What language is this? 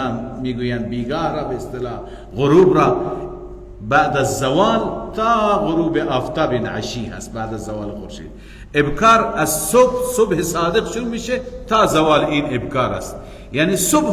Persian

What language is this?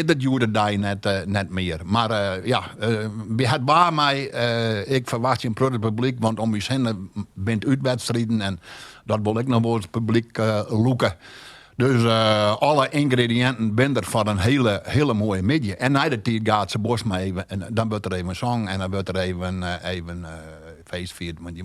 Western Frisian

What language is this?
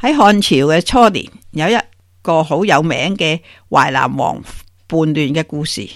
Cantonese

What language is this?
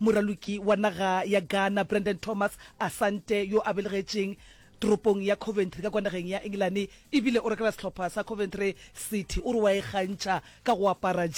Northern Sotho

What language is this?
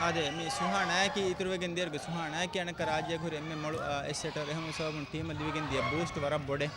Divehi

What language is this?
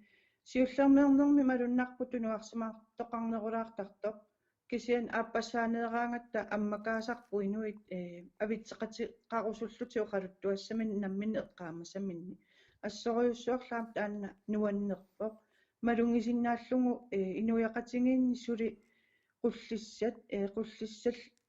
Kalaallisut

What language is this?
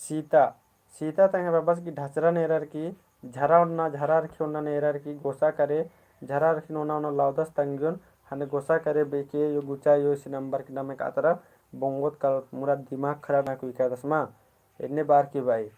Kurukh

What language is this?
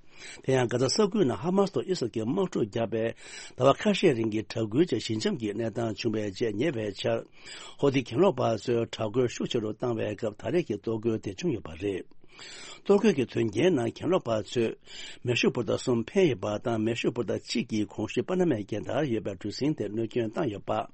Tibetan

